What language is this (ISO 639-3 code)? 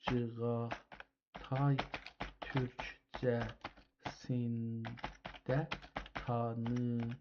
azb